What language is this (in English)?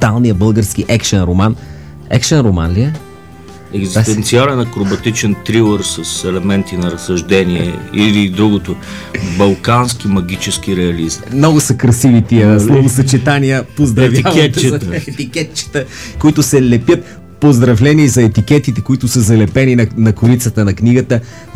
Bulgarian